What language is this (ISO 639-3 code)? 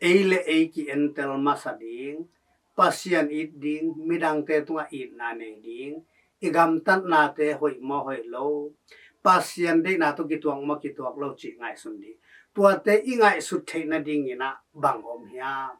ctd